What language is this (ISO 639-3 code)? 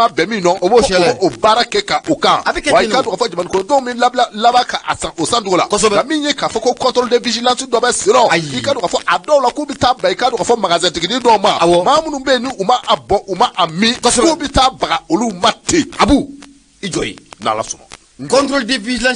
bam